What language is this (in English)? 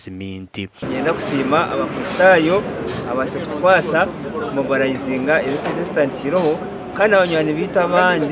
Nyankole